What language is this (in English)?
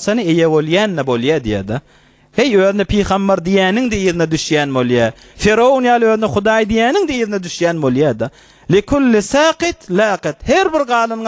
Turkmen